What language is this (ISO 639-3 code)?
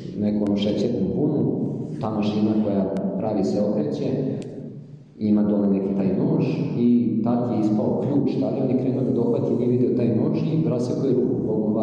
srp